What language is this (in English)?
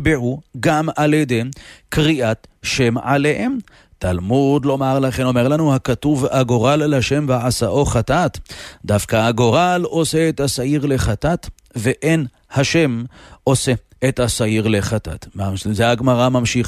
Hebrew